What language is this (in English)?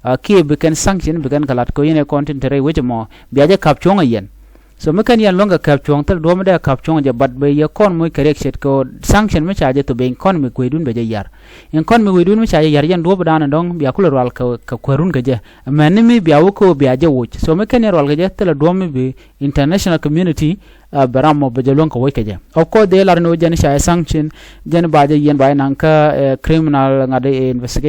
Nuer